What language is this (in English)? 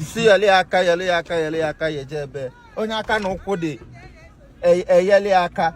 Igbo